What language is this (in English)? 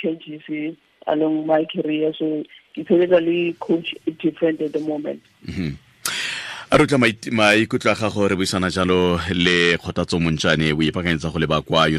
Tswana